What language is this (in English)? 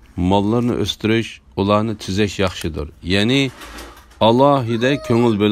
Uyghur